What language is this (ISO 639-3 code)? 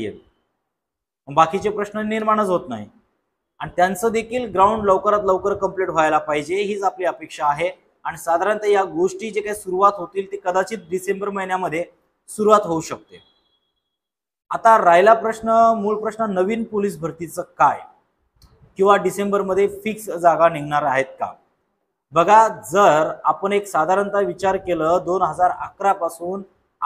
mar